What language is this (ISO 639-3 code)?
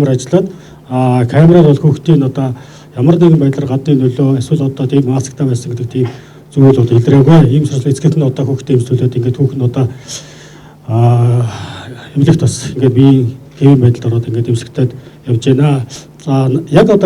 mon